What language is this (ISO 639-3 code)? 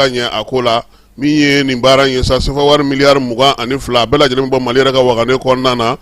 bam